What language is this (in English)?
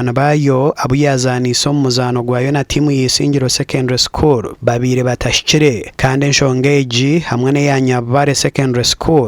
Nyankole